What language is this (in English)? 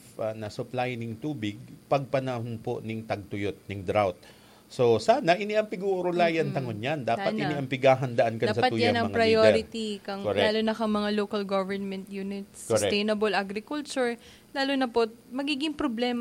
Bikol